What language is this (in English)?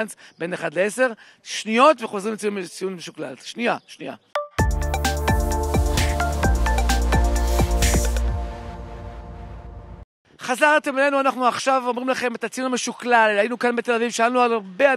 Hebrew